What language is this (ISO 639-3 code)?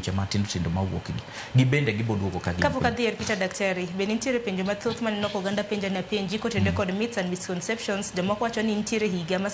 luo